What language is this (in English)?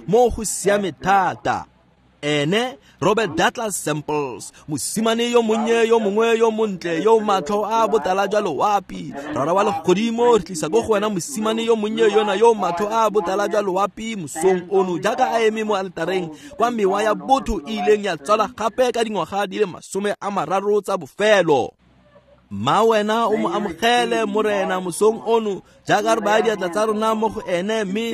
Tswana